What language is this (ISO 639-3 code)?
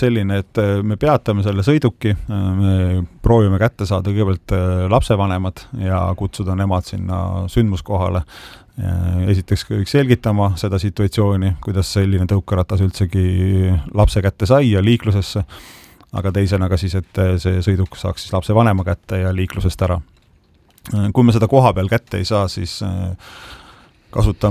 est